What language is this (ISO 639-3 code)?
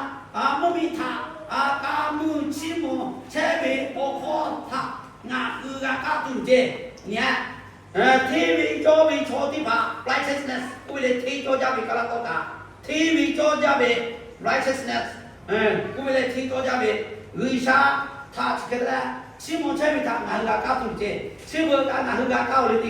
lhu